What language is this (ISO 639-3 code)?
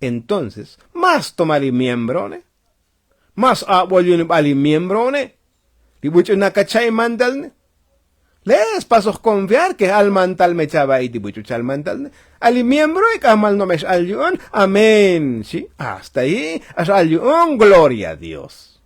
tzo